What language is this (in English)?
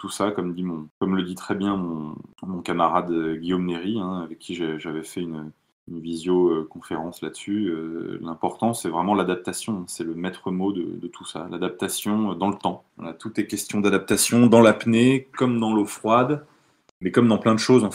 French